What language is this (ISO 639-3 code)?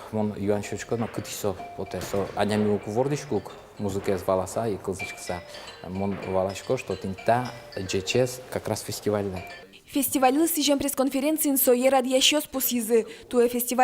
udm